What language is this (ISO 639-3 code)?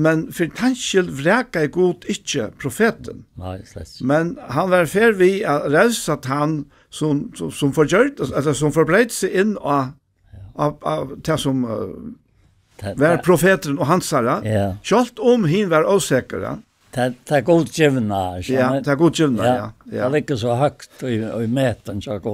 fao